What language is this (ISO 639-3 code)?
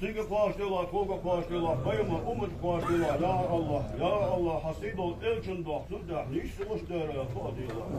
inh